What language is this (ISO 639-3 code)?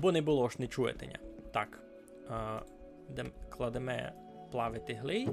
rue